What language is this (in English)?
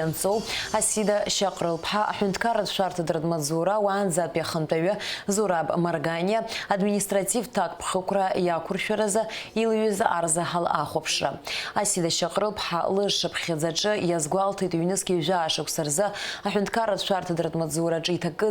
Abkhazian